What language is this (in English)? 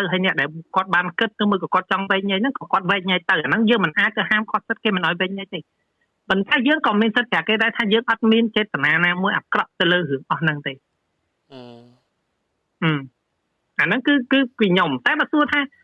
Khmer